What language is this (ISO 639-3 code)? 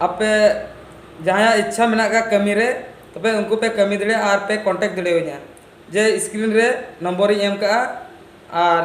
sat